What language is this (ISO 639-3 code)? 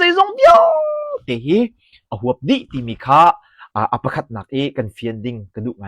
cnh